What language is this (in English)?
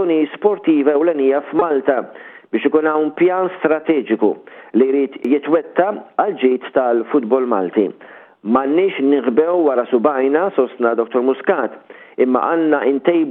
Maltese